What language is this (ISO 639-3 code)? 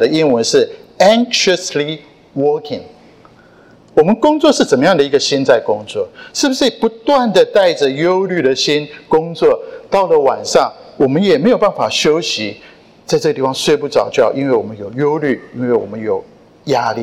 zho